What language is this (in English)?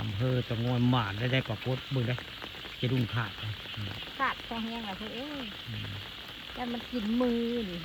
Northeastern Thai